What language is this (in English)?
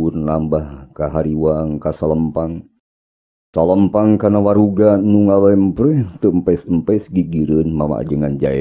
Sundanese